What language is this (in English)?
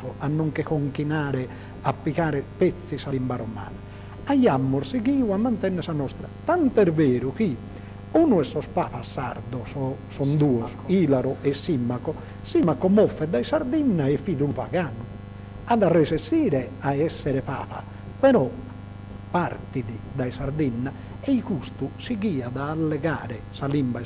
Sardinian